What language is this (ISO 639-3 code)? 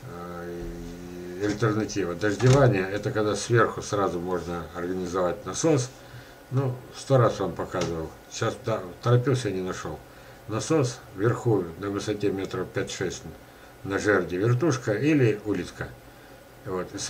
rus